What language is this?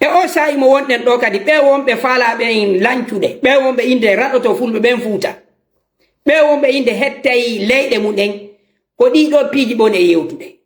Fula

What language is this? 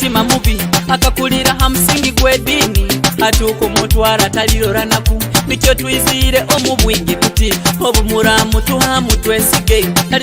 Nyoro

